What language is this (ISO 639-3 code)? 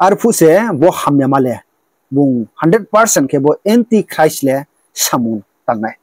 ria